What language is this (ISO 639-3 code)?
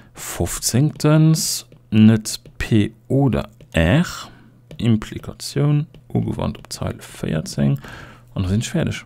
ltz